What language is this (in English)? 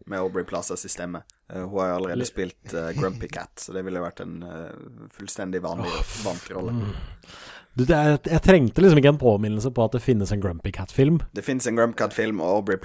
Norwegian